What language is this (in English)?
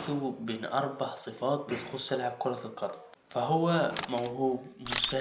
Egyptian Arabic